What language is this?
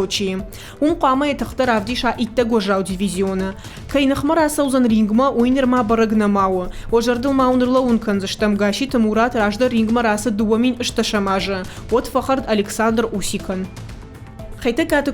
Ossetic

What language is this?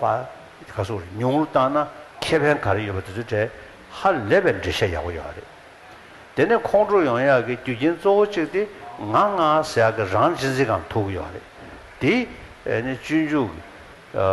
Tibetan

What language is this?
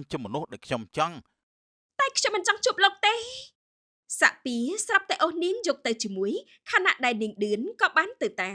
Khmer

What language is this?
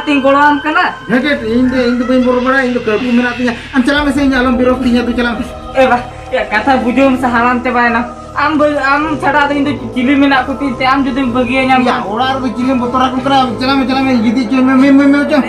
Santali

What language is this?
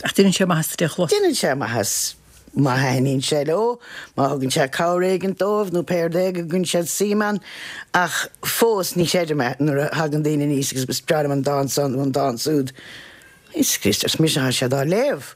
Irish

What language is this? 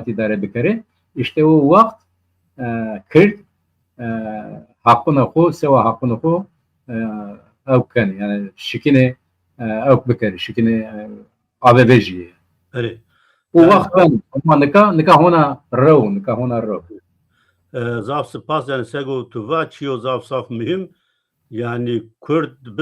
Zaza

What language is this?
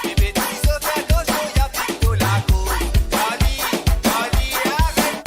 Morisyen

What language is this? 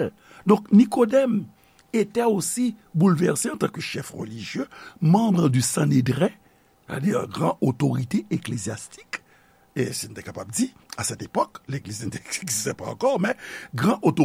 Haitian Creole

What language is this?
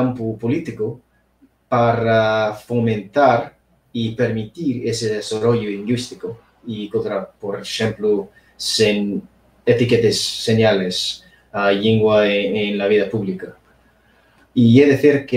Asturian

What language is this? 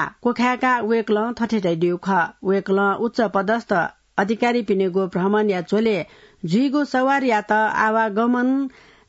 Newari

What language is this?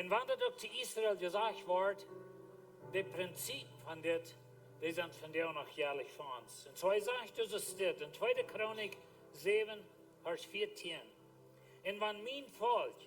Plautdietsch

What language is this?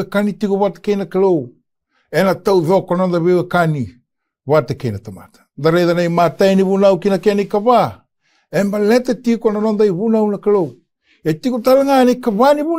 Fijian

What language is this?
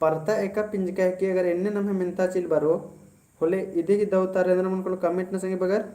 Kurukh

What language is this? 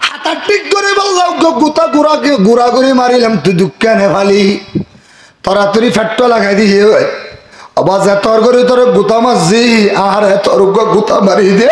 Rohingya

